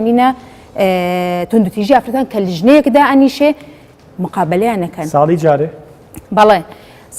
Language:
Central Kurdish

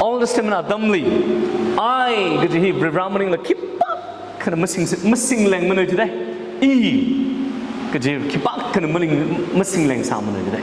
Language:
Tangkhul Naga (India)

